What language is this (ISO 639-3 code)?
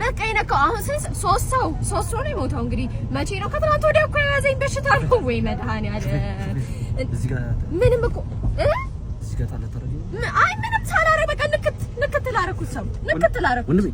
amh